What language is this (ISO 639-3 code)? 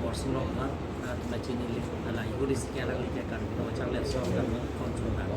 mjw